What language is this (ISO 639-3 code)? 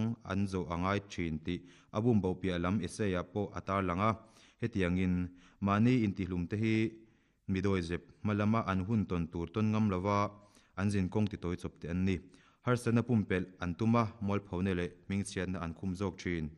lus